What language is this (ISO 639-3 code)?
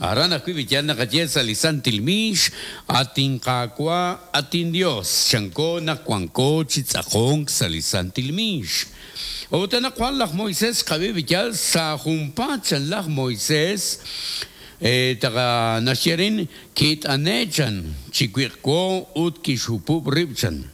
kek